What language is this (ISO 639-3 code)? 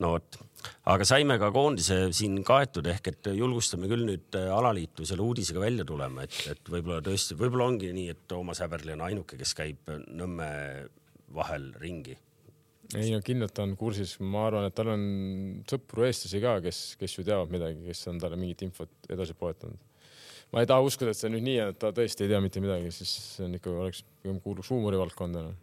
est